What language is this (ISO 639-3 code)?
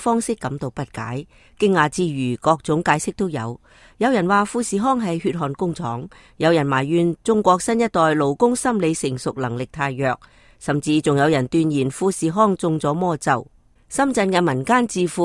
yue